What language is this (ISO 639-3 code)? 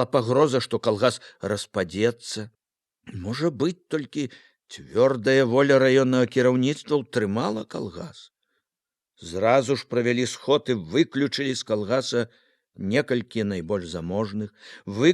bel